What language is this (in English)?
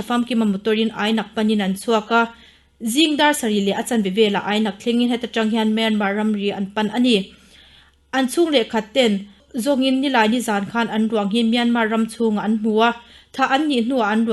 Mizo